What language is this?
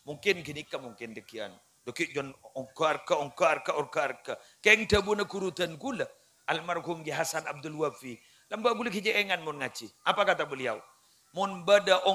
Madurese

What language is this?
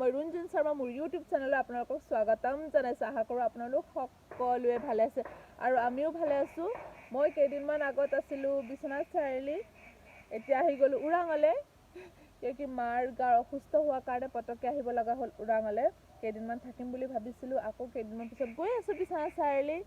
Assamese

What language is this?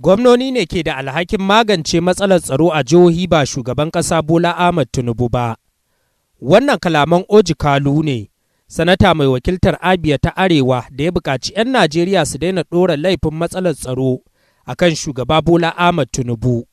Hausa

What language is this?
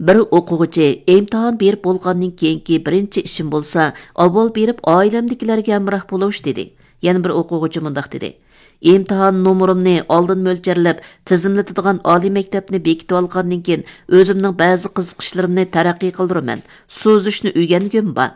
Uyghur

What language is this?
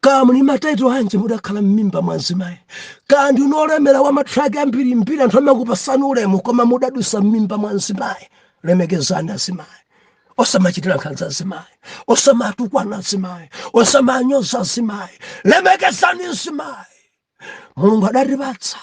Nyanja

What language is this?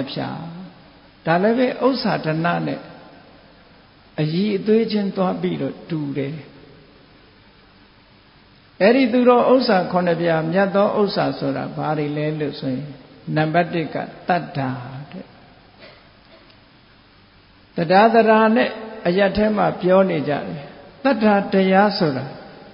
Burmese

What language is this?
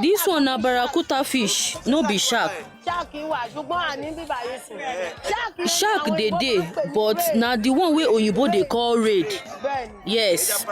Nigerian Pidgin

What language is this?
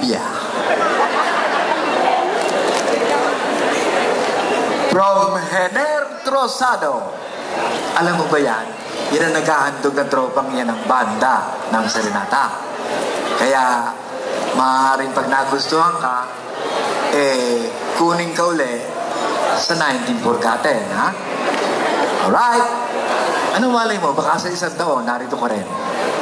Filipino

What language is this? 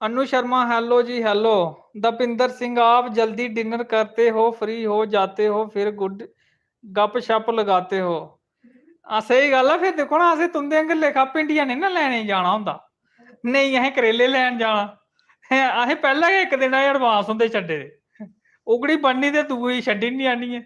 Dogri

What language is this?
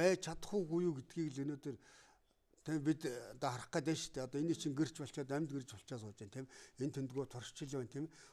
Mongolian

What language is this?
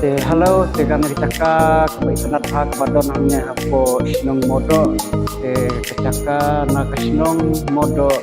Khasi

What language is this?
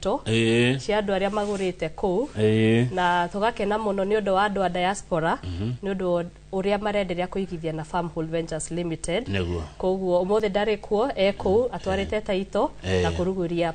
Kikuyu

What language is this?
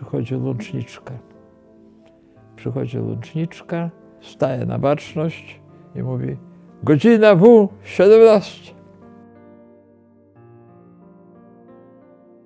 Polish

